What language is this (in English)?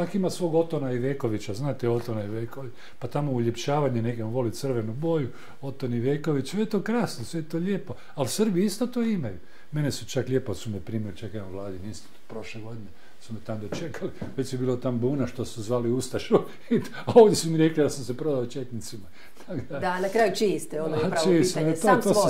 Croatian